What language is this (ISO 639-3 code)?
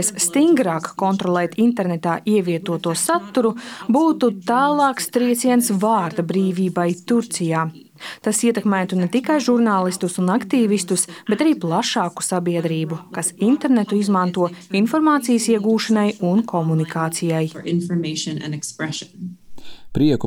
lav